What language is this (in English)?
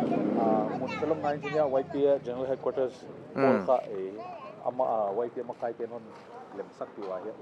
Paite Chin